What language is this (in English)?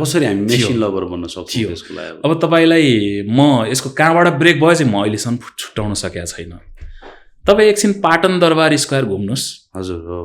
Nepali